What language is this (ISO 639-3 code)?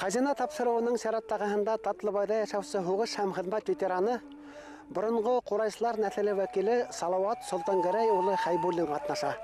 bak